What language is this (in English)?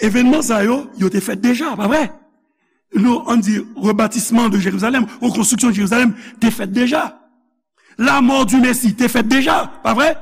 Haitian Creole